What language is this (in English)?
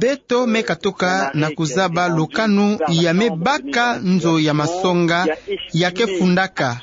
Kituba (Democratic Republic of Congo)